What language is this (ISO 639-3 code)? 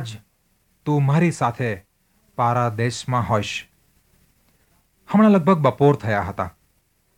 guj